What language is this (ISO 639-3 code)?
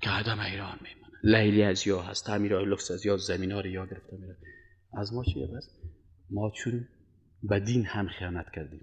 fas